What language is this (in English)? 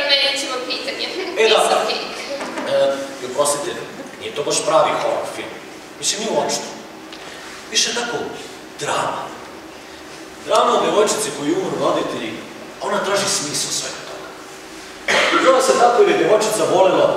Serbian